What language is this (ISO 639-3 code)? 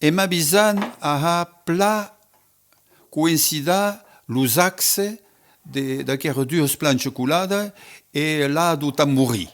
oci